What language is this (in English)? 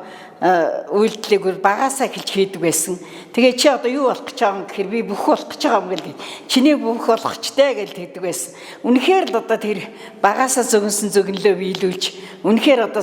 Mongolian